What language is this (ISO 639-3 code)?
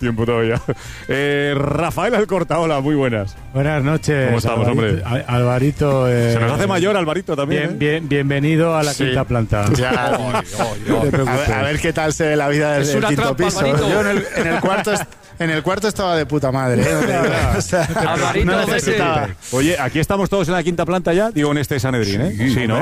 spa